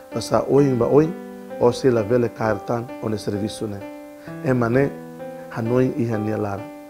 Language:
Tetum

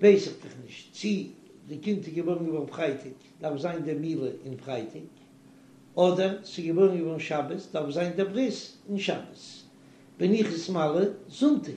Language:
Yiddish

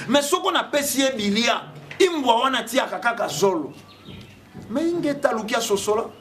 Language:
Lingala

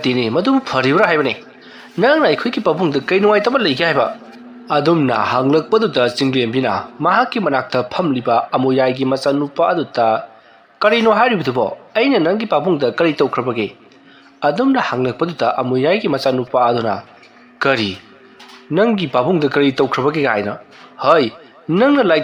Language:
Manipuri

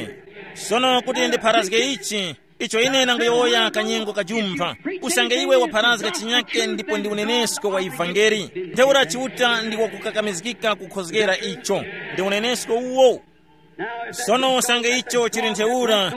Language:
Tumbuka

